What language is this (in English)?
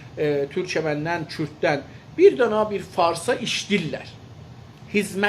South Azerbaijani